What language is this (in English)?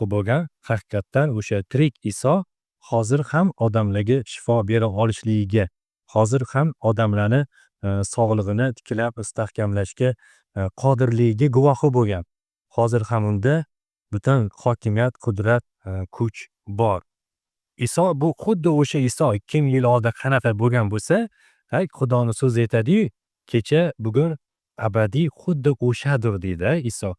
Uzbek